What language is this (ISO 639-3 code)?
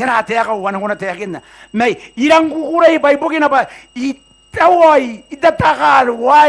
gil